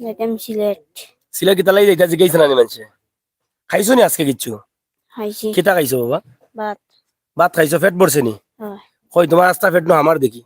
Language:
Sylheti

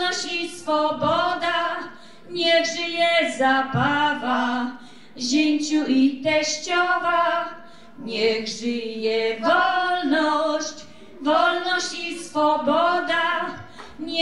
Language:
Silesian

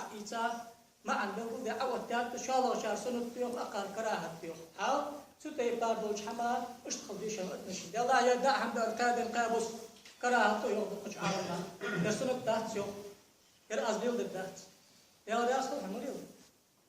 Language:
Ingush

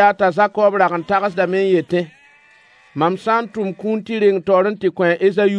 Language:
Mossi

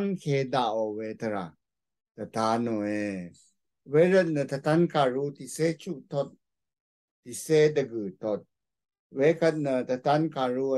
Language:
Rawang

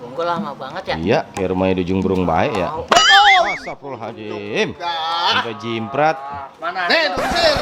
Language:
Betawi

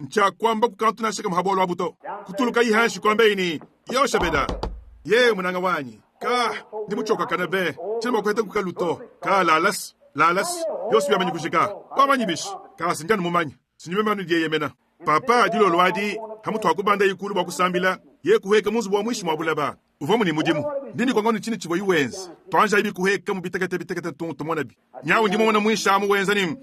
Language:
Luba-Lulua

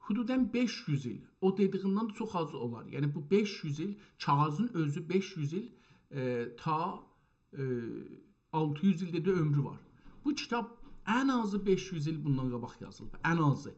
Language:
South Azerbaijani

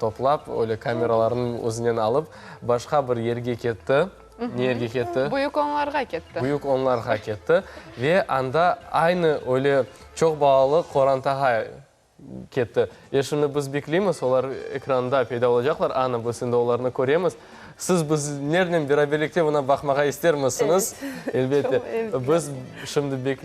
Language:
Crimean Tatar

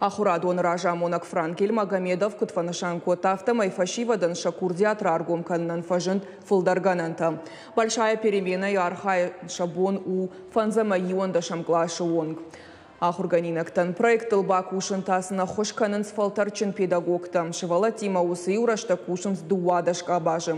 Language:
Ossetic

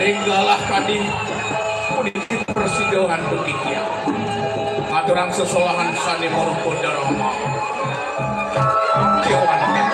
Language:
Balinese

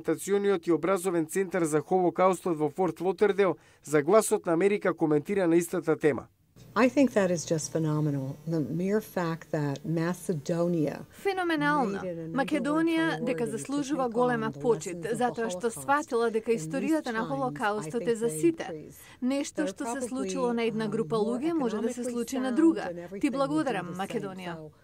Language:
Macedonian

